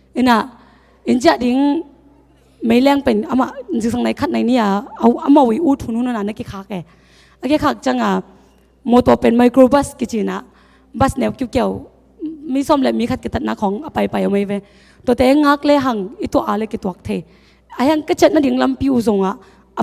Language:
Tedim Chin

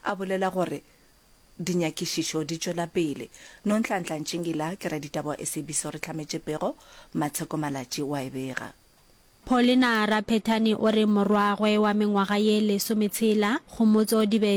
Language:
Northern Sotho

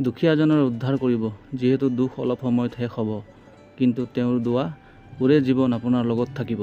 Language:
Assamese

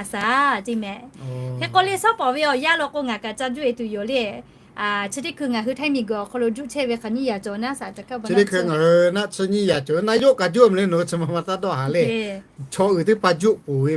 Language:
Lahu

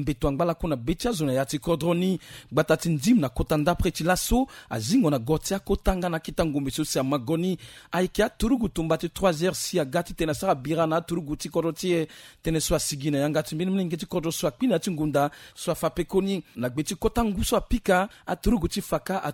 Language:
Sango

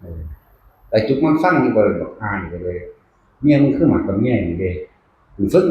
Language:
Northeastern Thai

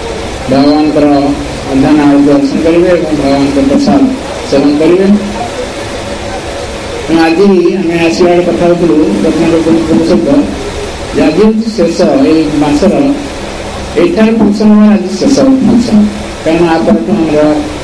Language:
Odia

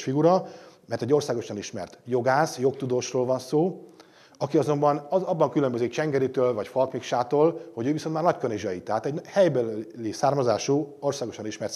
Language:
Hungarian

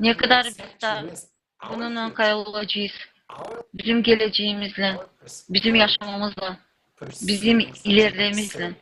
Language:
Gagauz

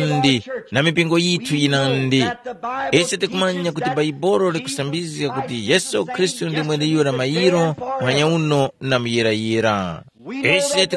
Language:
Tumbuka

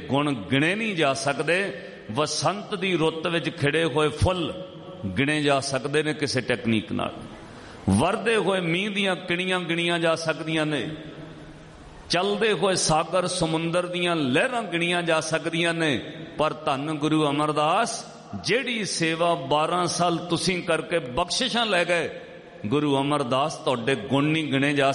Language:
Punjabi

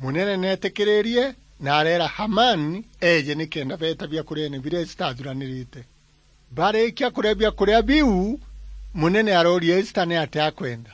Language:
Meru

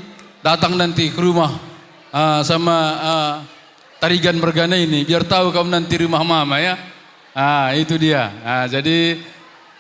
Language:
Batak Karo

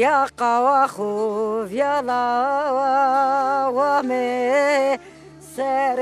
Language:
Zaza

